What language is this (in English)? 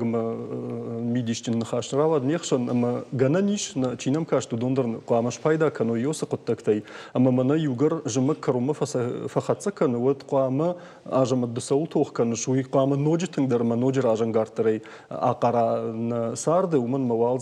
Ossetic